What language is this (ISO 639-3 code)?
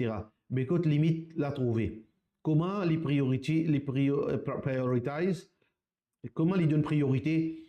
mfe